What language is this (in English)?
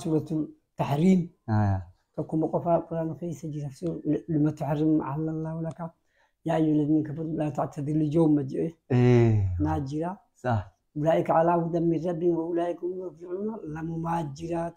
Oromo